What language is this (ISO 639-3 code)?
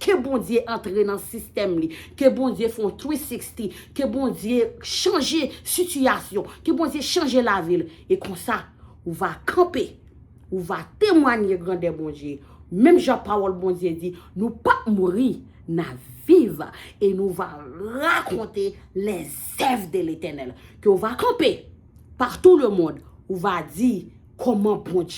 hat